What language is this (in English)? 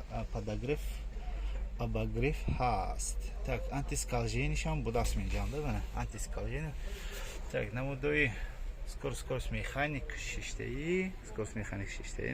Tajik